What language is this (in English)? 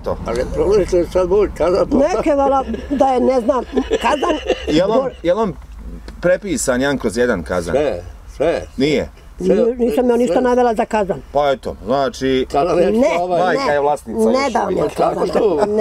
Bosnian